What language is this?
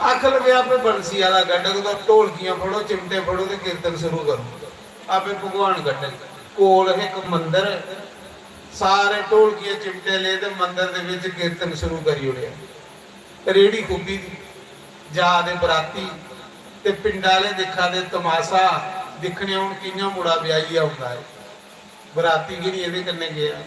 Dogri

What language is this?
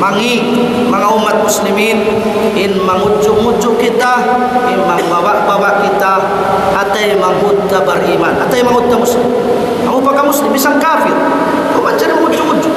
Tausug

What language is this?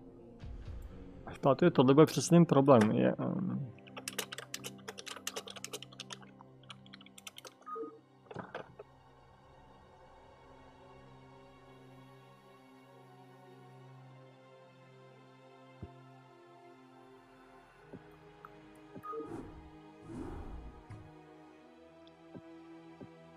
Czech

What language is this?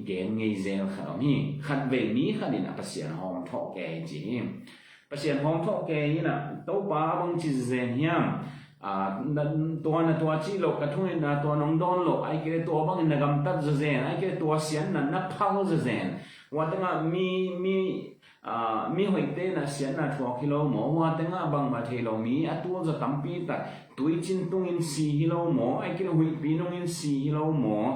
Tedim Chin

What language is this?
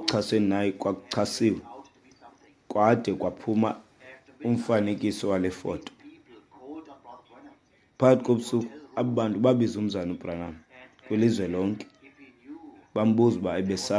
Xhosa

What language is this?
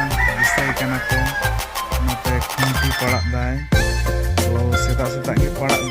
Santali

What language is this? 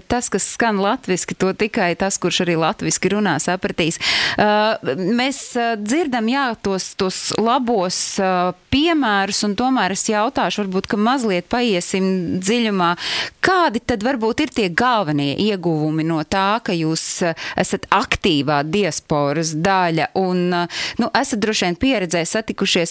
Latvian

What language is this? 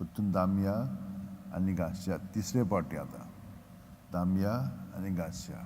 Konkani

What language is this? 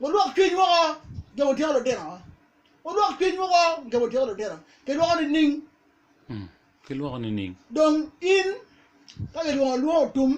Acoli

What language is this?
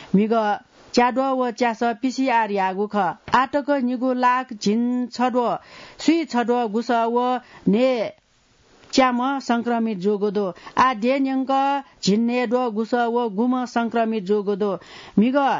Newari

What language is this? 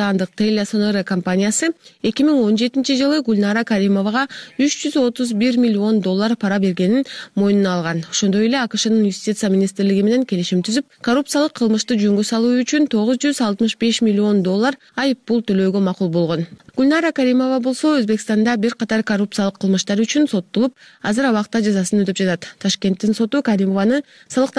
Kyrgyz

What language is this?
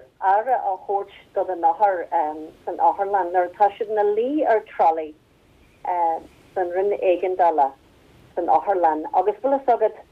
Irish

